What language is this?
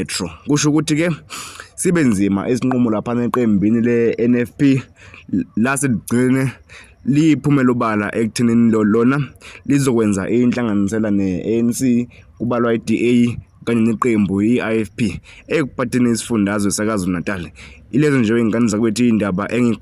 Zulu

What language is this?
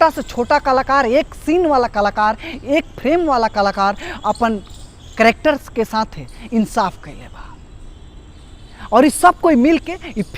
Bhojpuri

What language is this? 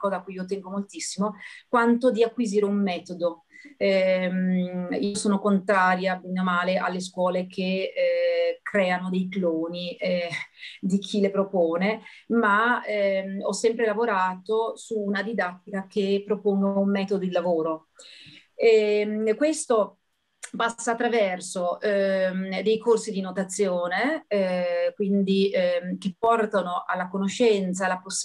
Italian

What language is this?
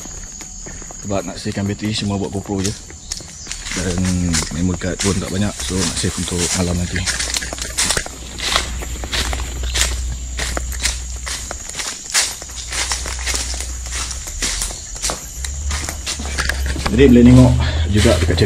Malay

